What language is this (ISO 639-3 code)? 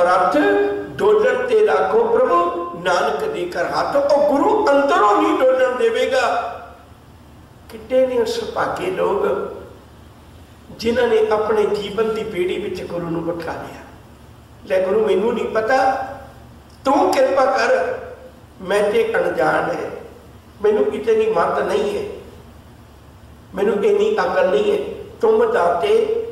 pan